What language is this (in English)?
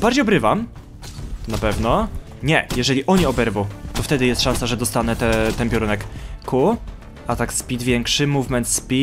Polish